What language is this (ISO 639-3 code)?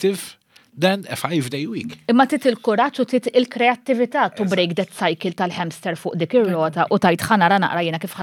mlt